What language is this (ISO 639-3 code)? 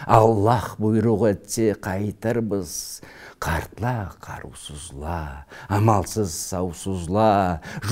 krc